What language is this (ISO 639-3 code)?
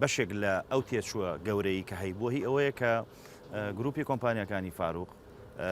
ckb